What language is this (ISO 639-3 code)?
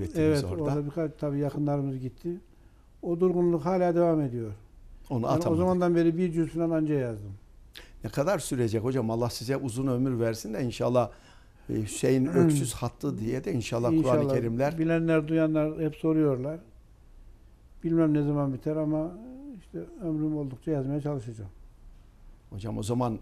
tur